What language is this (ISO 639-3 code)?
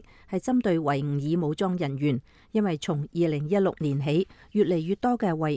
yue